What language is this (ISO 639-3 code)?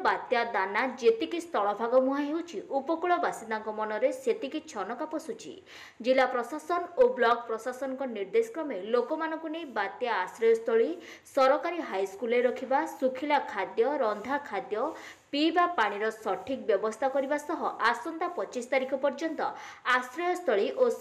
ori